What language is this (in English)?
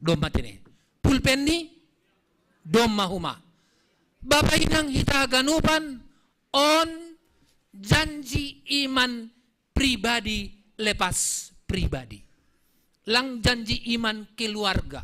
Batak Simalungun